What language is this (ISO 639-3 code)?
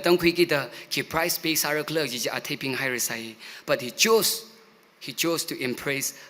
nmf